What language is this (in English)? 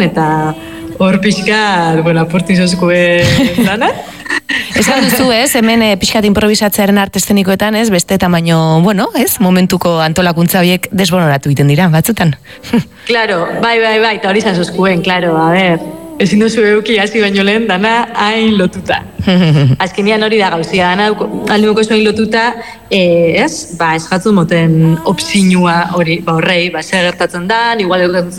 Basque